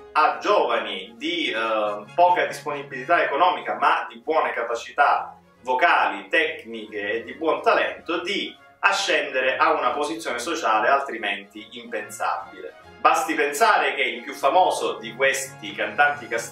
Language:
Italian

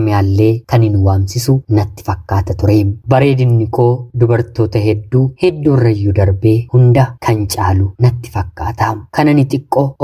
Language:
Oromo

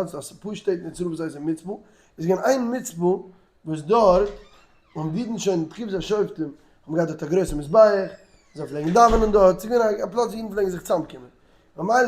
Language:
Yiddish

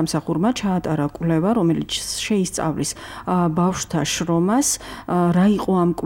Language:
Georgian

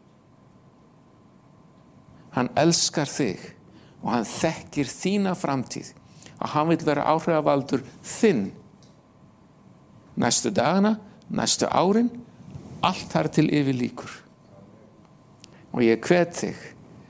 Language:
Icelandic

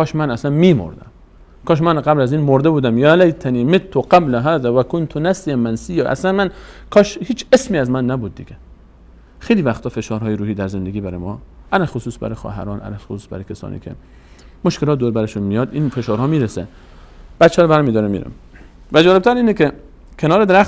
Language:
Persian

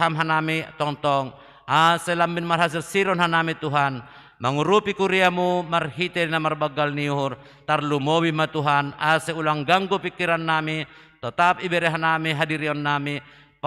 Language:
Batak Simalungun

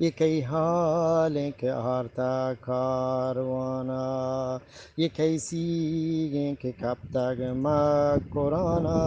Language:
Eastern Balochi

